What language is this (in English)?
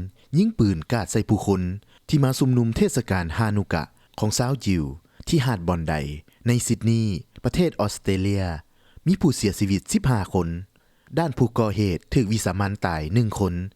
Lao